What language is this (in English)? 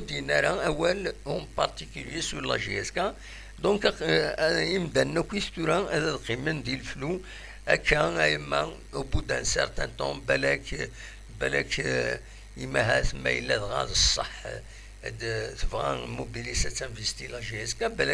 Kabyle